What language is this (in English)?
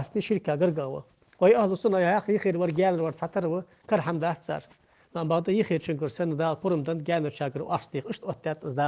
Ingush